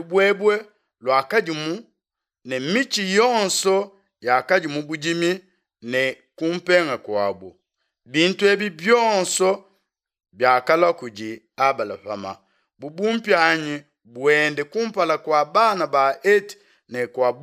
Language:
Luba-Lulua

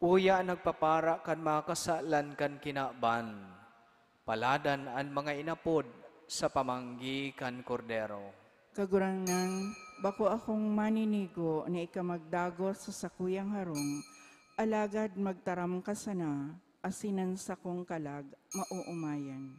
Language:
Bikol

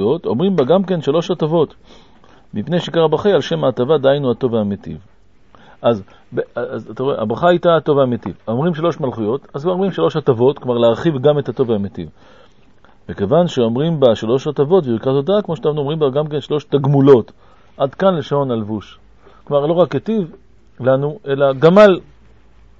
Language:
Hebrew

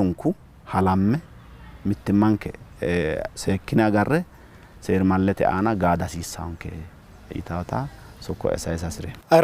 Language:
Sidamo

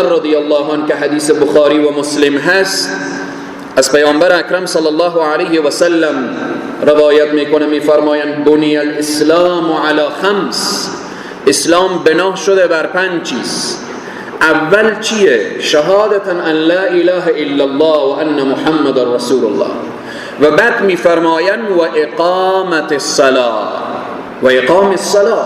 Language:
Persian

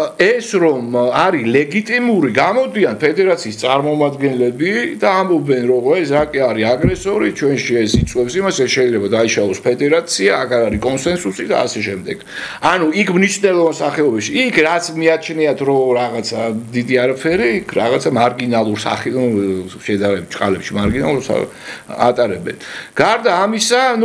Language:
Georgian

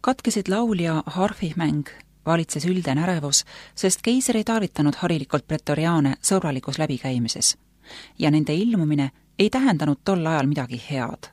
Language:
Estonian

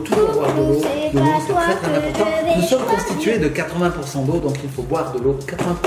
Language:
French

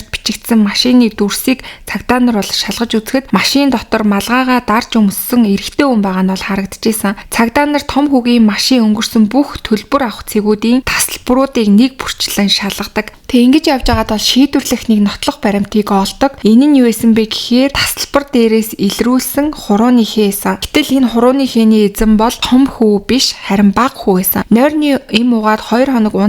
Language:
Mongolian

